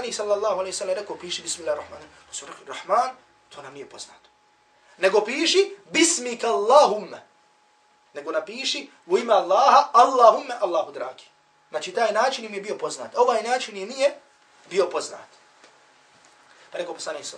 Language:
Bosnian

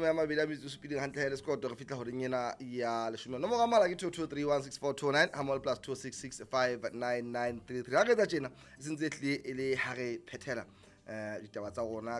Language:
Southern Sotho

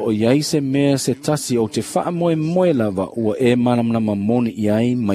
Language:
Samoan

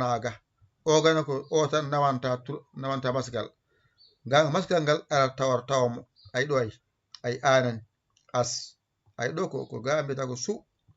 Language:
Fula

